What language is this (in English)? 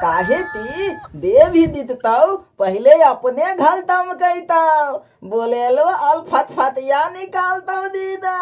Magahi